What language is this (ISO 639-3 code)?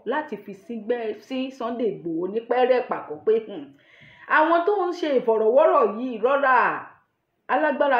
yor